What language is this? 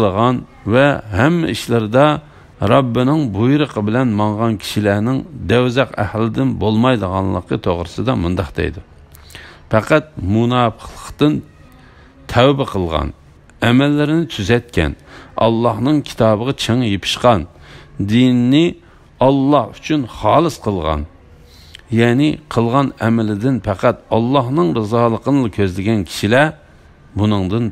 Uyghur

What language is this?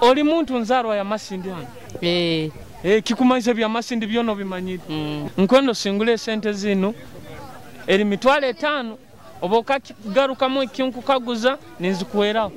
Nyoro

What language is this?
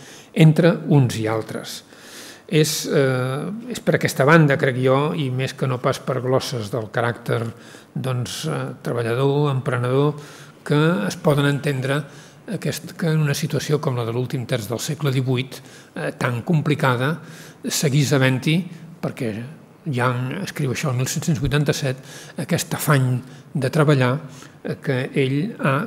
Catalan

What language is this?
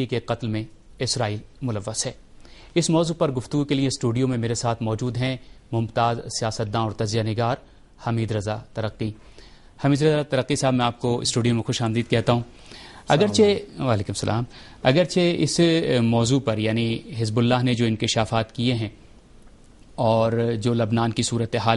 Urdu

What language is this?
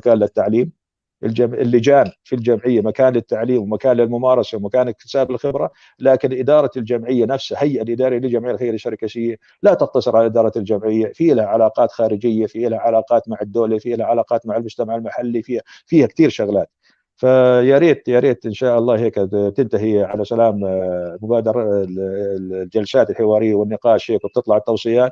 North Levantine Arabic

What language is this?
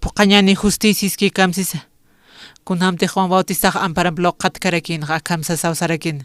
Aymara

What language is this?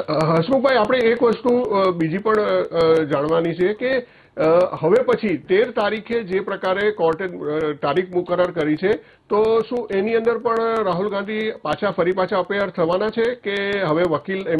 Gujarati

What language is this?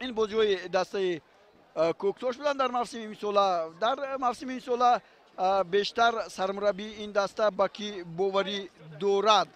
Tajik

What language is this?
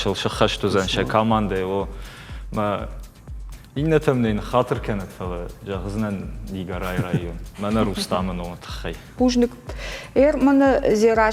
Ossetic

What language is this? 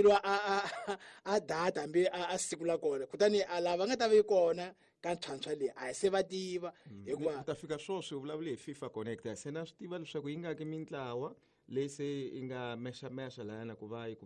Tsonga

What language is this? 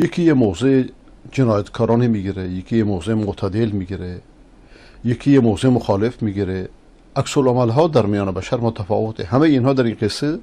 Persian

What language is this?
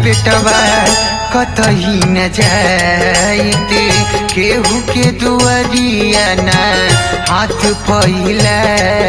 Bhojpuri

